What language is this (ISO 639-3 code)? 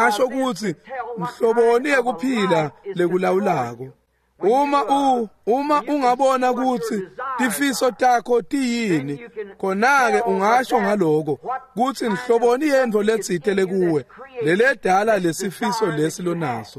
ssw